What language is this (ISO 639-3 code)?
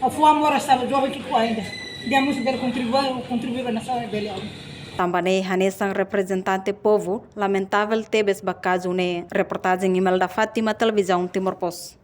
tet